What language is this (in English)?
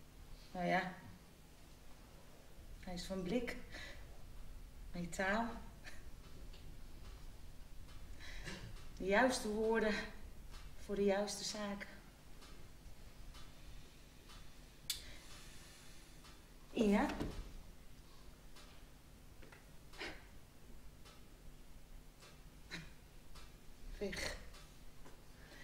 Dutch